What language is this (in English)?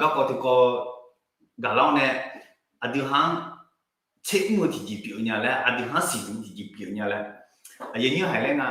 Akha